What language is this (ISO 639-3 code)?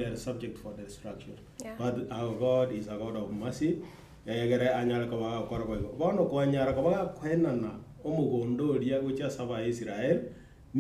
guz